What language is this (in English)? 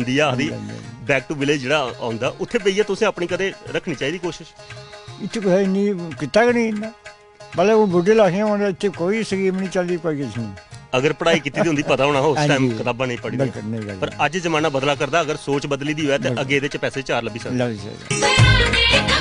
Dogri